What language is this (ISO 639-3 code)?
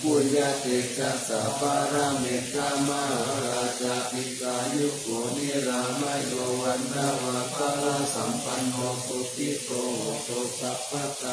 pli